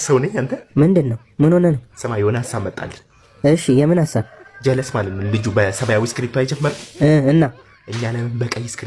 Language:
Amharic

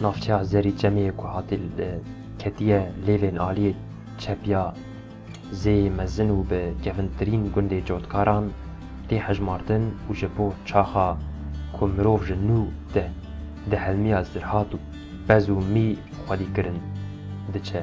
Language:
Kurdish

